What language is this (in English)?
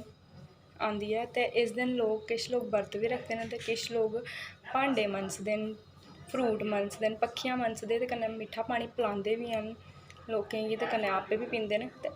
Dogri